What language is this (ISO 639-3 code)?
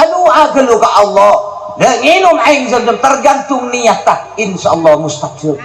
mad